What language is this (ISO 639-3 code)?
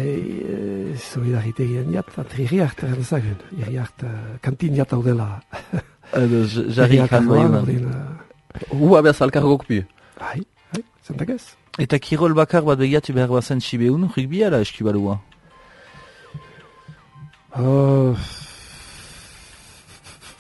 eus